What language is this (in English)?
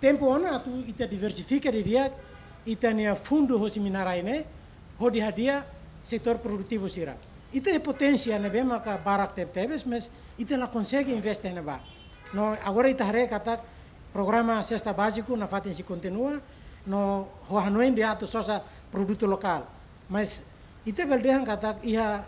Tetum